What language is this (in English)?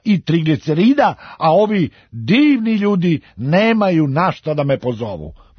Serbian